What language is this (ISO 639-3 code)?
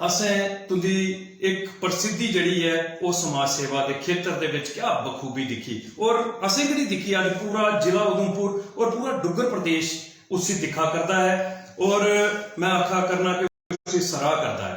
doi